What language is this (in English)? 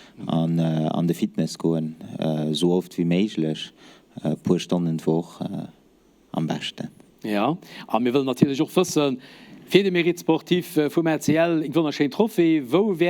Luxembourgish